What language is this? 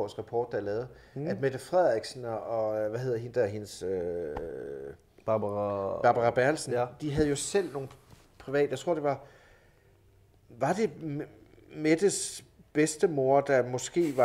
Danish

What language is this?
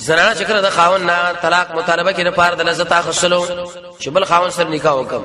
Pashto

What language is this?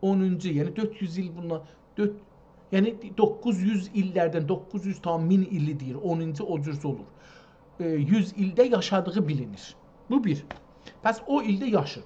South Azerbaijani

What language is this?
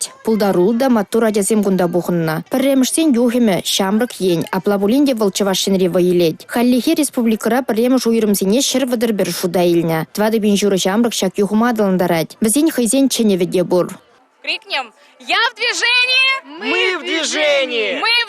Chuvash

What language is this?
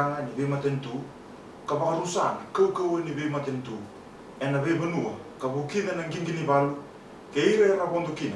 Fijian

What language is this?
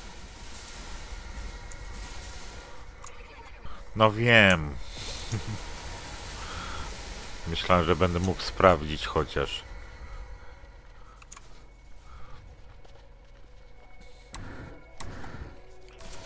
Polish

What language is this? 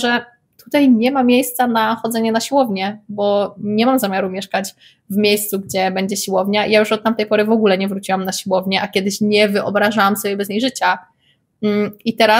Polish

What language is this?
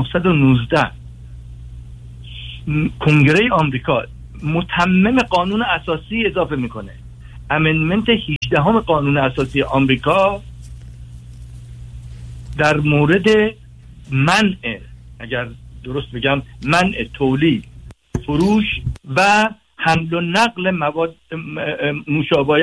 Persian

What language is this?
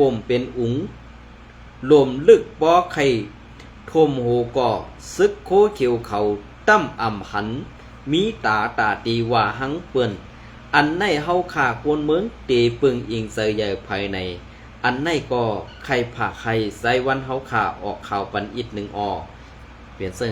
Shan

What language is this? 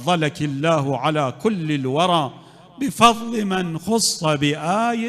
Mesopotamian Arabic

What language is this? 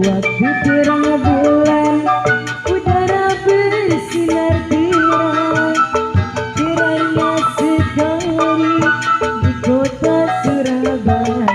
Betawi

